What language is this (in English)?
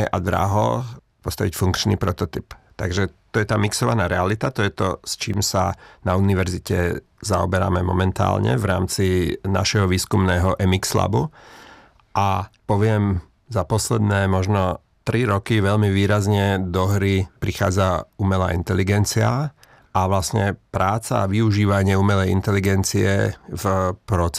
Slovak